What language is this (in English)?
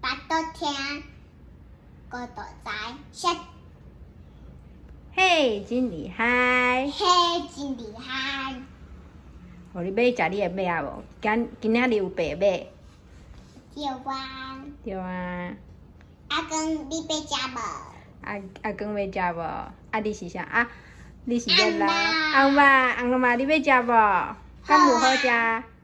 Min Nan Chinese